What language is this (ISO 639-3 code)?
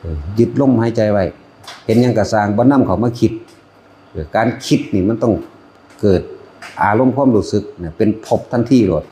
lao